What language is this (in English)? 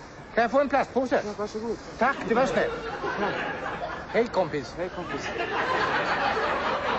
Swedish